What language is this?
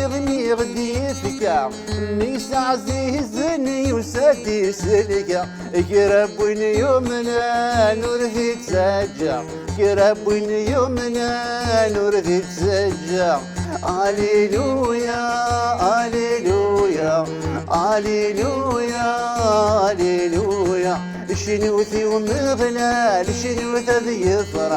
Kabyle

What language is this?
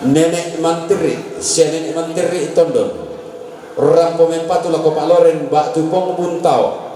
Toraja-Sa'dan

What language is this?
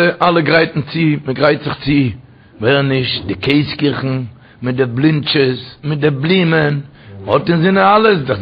Yiddish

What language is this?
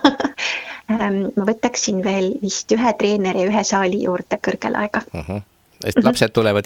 Estonian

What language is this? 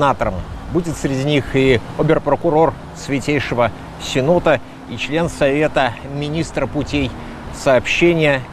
Russian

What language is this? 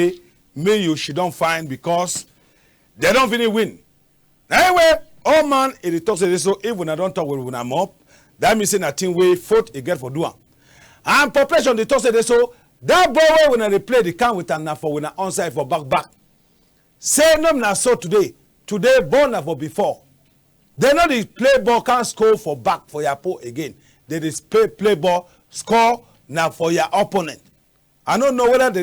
Cameroon Pidgin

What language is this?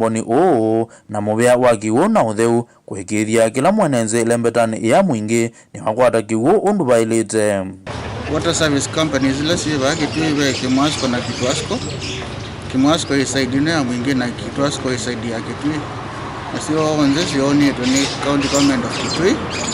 Kamba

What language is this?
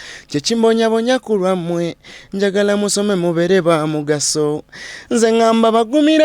Ganda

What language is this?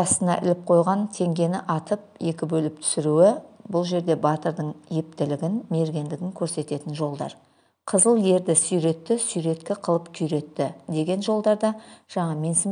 Kazakh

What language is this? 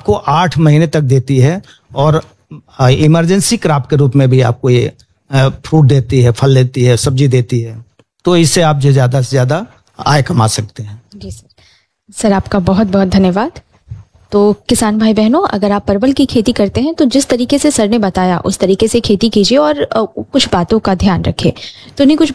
Hindi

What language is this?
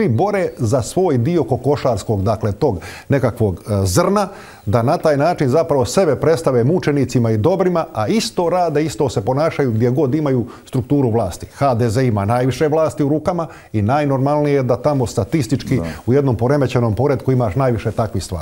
Croatian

